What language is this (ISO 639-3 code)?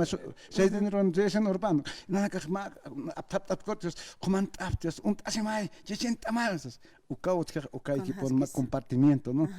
aym